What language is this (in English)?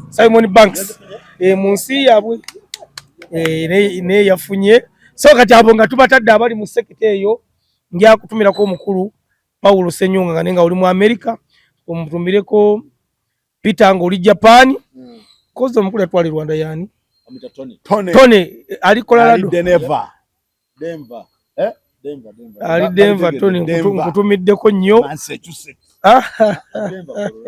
Ganda